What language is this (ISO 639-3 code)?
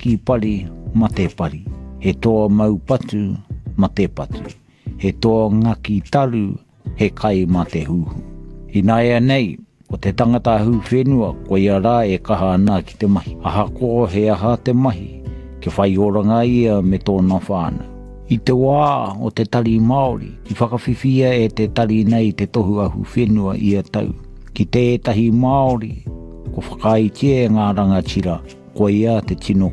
mri